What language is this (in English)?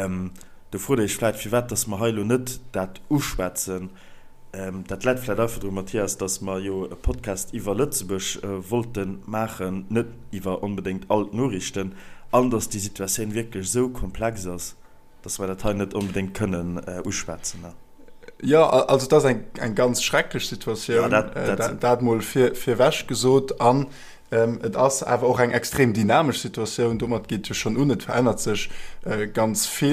Luxembourgish